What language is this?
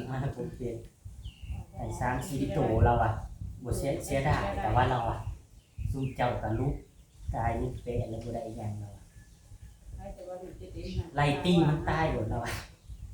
Northeastern Thai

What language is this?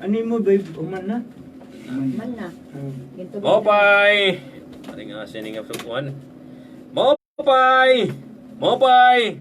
Waray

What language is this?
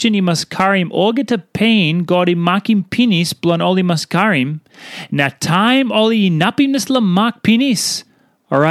Tok Pisin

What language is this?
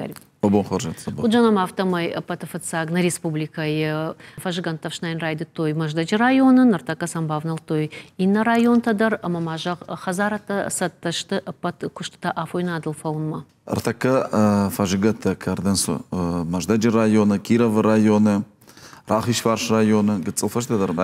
Ossetic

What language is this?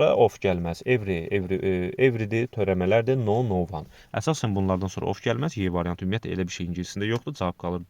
Azerbaijani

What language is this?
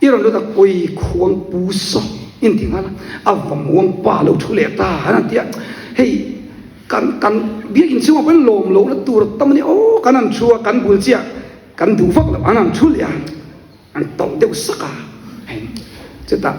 Mizo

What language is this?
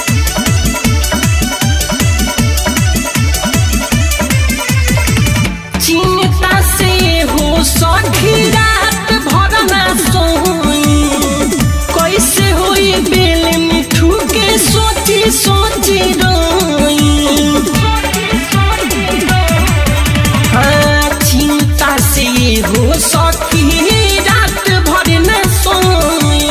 Bhojpuri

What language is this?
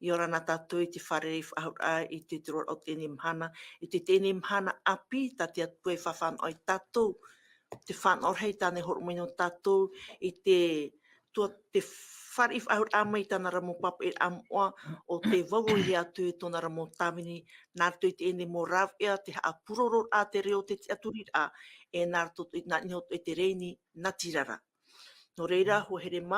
Tahitian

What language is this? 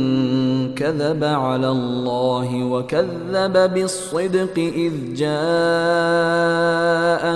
Bangla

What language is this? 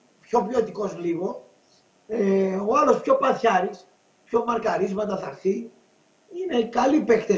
Greek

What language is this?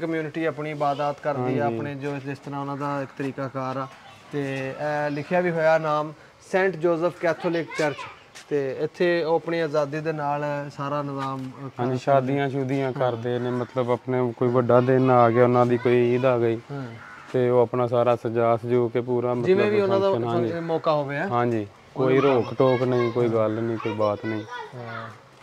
Punjabi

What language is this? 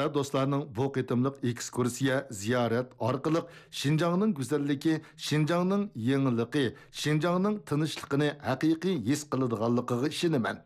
Uyghur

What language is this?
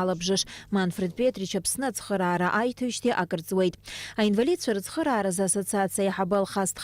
Abkhazian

